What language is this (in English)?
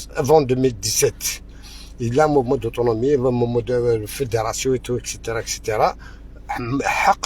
Algerian Arabic